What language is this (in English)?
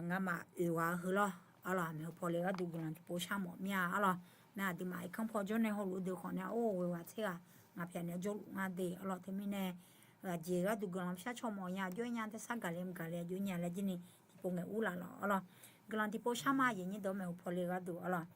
Akha